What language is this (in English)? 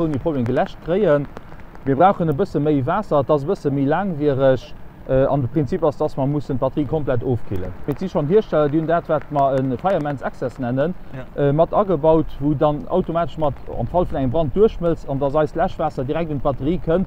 Luxembourgish